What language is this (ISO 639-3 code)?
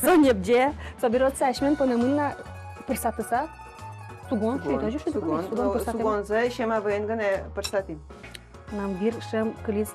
udm